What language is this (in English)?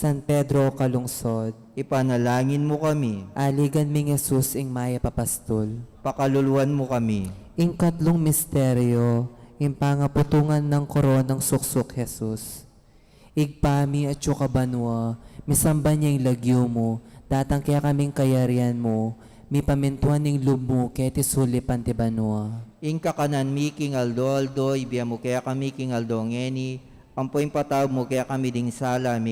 Pampanga